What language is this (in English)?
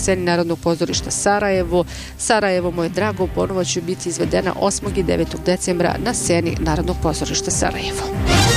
Bosnian